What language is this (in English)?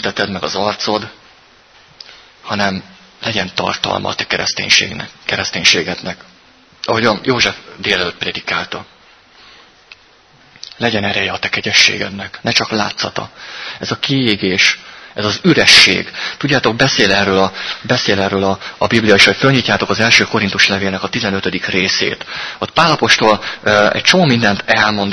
Hungarian